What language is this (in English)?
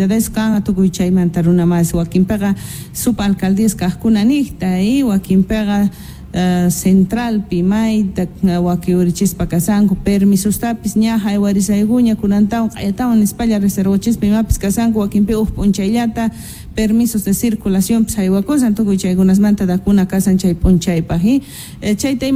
South Bolivian Quechua